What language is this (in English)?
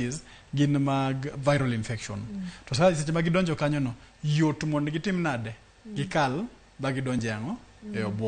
Luo (Kenya and Tanzania)